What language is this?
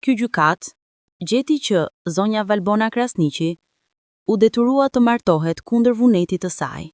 Albanian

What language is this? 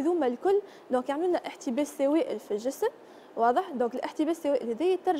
Tunisian Arabic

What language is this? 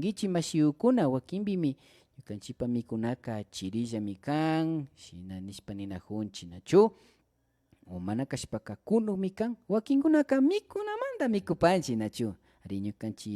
Imbabura Highland Quichua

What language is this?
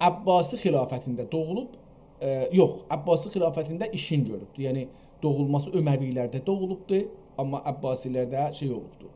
South Azerbaijani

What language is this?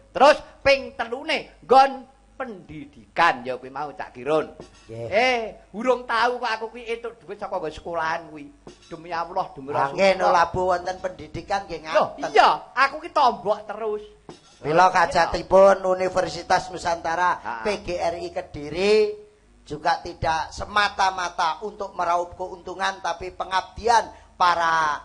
Javanese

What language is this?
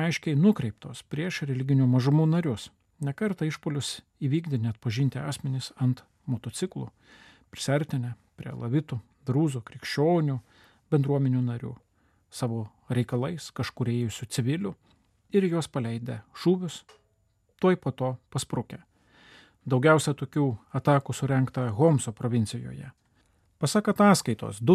Lithuanian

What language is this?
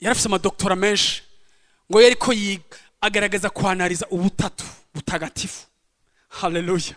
Rundi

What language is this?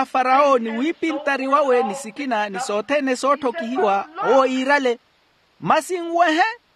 Makhuwa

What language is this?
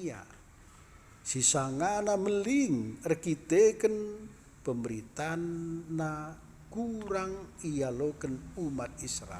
Batak Karo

